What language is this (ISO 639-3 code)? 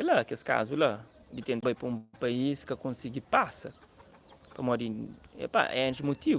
kea